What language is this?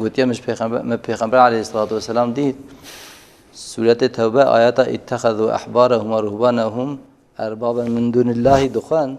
Kurdish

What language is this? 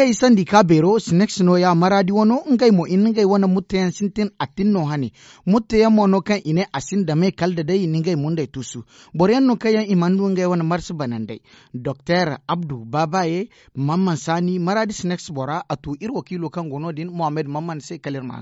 Zarma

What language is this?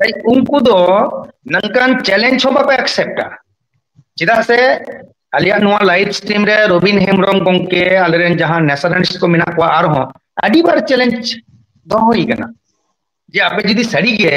Santali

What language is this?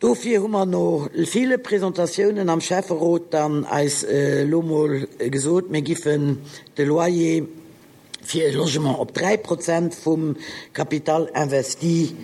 Luxembourgish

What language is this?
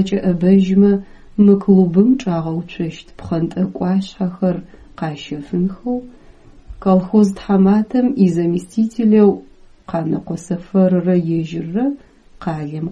Adyghe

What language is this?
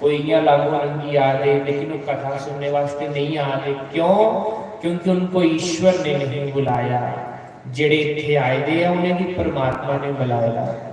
Dogri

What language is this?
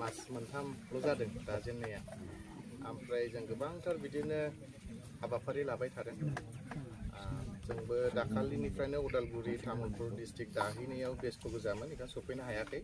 Bodo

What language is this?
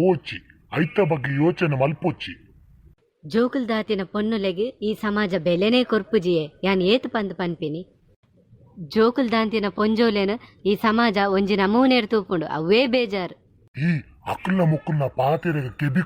Tulu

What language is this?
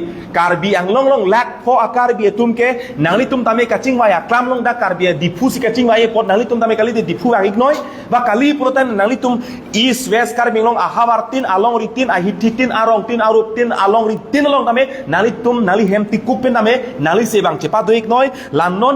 Karbi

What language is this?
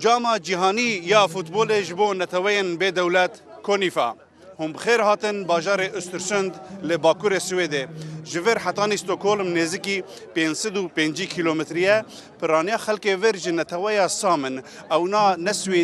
Kurdish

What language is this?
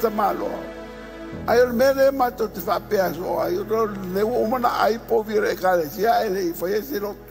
Samoan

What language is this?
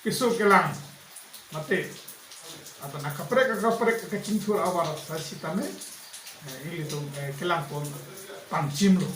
Karbi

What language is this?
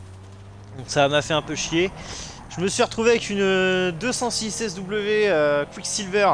French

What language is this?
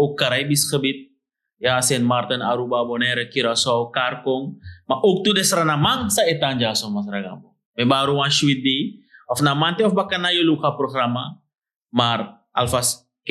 Sranan Tongo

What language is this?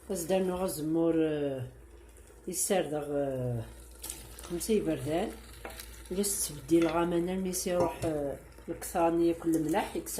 Kabyle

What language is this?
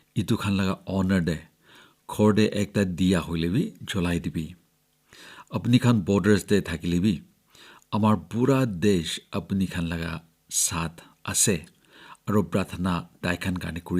Naga Pidgin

